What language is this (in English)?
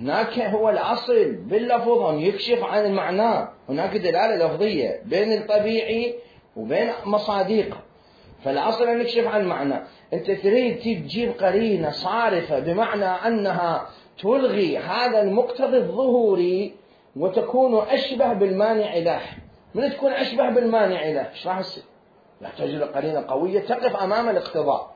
Mesopotamian Arabic